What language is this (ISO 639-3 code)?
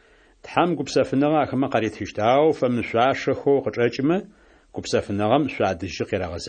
ady